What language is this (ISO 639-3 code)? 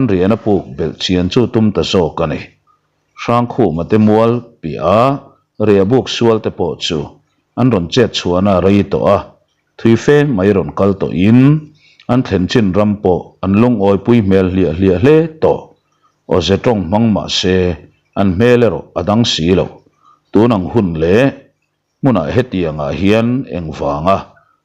lus